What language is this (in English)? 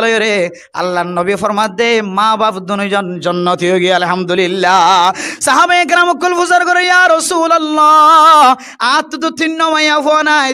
Rohingya